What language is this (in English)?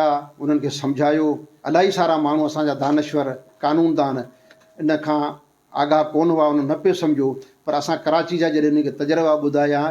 Sindhi